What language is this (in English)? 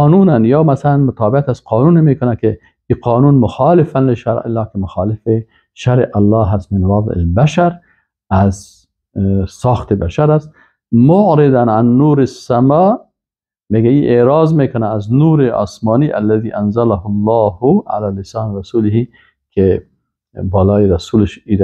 Persian